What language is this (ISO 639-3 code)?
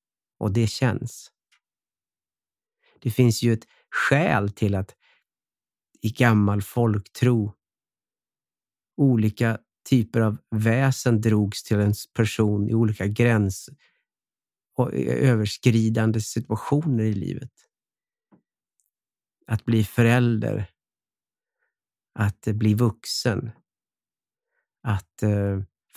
swe